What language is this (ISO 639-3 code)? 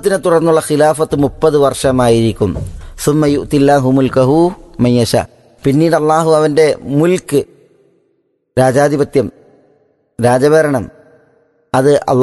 mal